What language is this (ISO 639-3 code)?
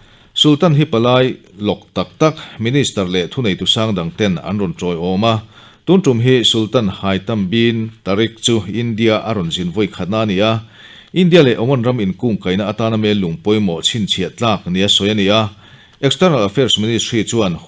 lus